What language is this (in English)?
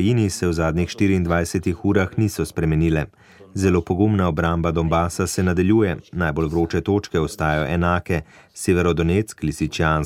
Slovenian